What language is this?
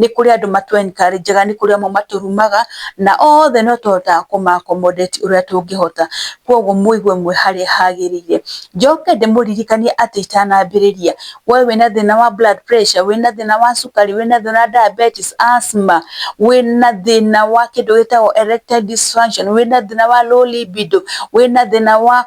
Kikuyu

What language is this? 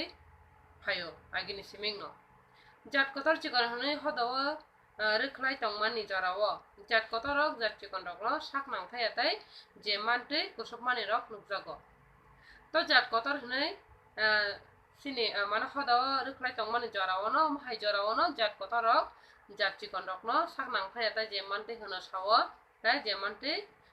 Kok Borok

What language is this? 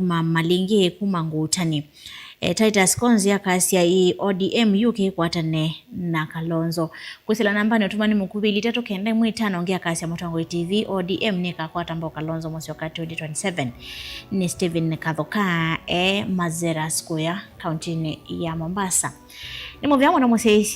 Kamba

